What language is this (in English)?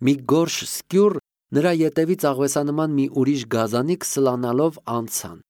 Armenian